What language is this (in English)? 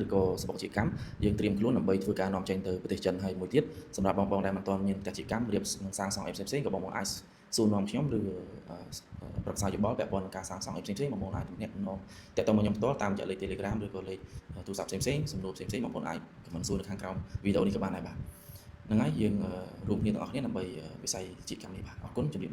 Khmer